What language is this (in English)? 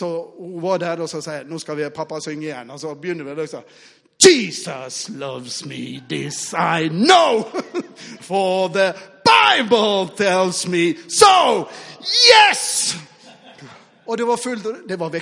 Norwegian